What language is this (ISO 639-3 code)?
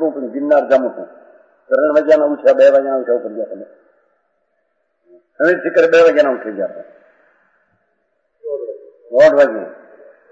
guj